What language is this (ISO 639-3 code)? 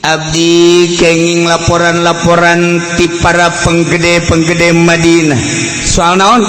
sun